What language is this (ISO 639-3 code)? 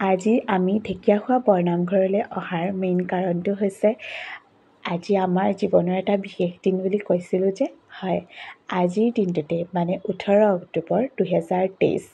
asm